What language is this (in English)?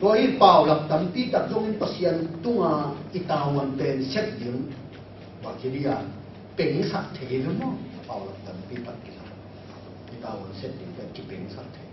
Tedim Chin